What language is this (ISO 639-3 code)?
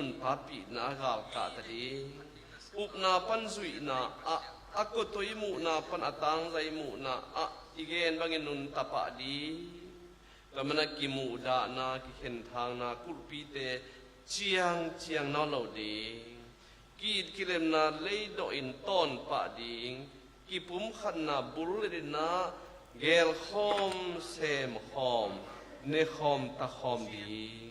ctd